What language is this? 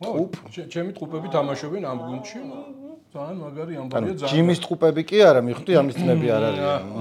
Georgian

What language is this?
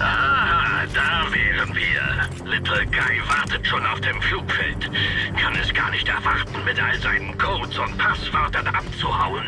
Bavarian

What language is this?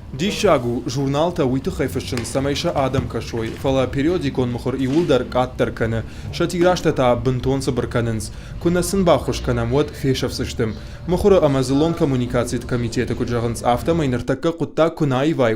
Ossetic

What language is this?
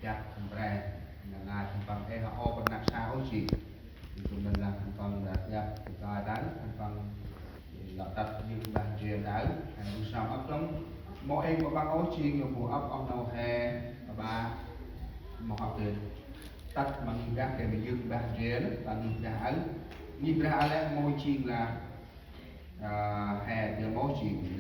Central Mnong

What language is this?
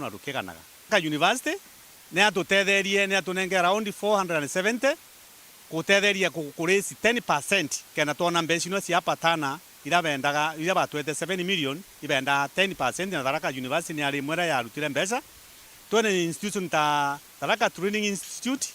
Meru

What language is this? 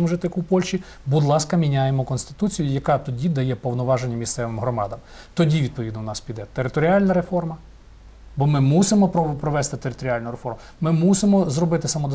Ukrainian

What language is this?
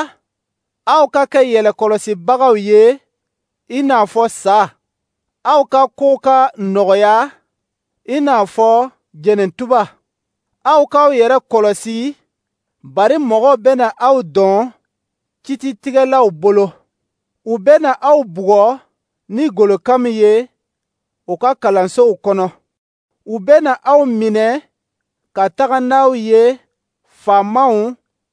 Dyula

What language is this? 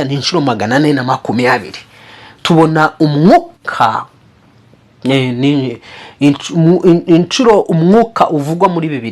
Kinyarwanda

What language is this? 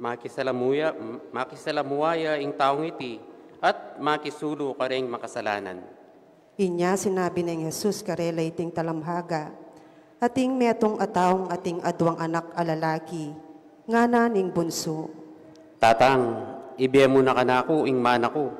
Pampanga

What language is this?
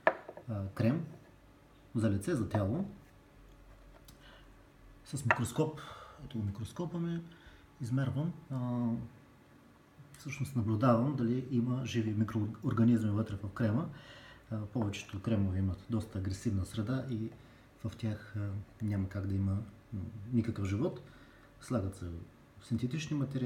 Bulgarian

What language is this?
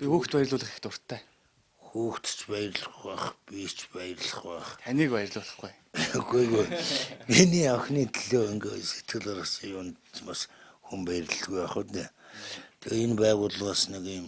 Mongolian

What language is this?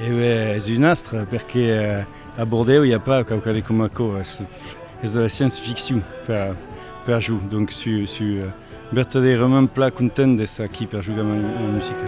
Occitan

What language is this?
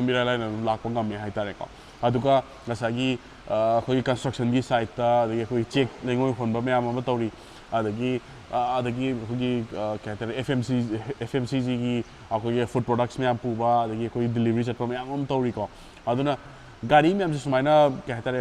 Manipuri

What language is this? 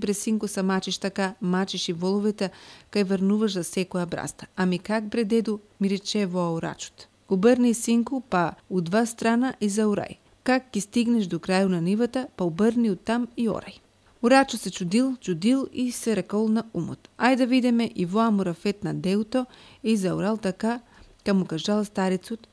Macedonian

